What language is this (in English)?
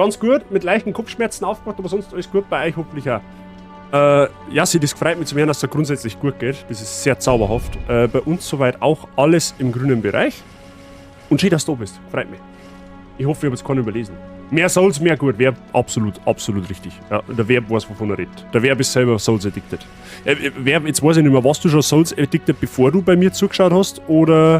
Bavarian